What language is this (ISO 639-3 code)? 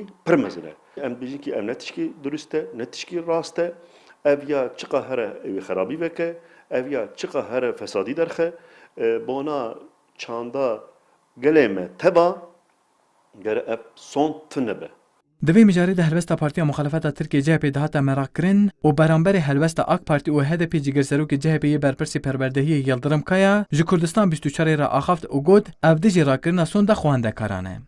kur